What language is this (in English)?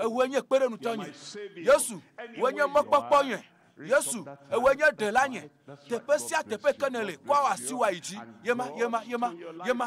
Ewe